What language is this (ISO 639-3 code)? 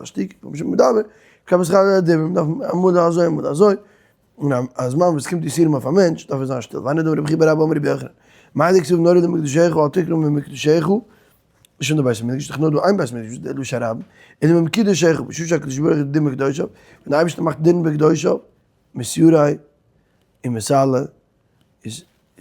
yid